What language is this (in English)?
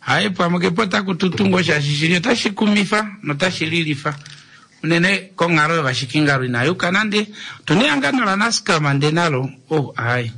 Kuanyama